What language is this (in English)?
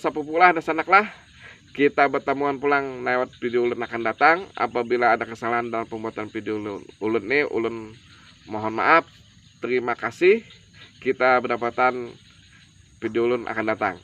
Banjar